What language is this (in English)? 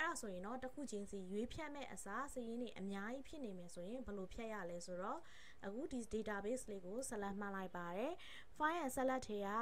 Burmese